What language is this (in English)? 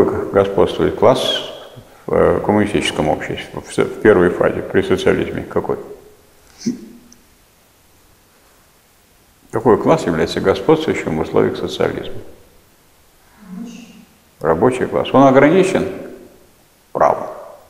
Russian